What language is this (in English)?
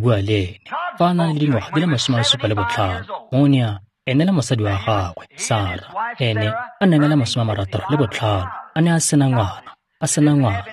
Tswana